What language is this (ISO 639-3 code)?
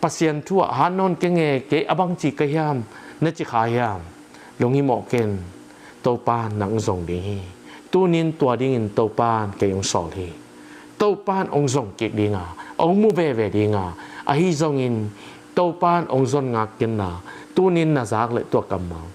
ctd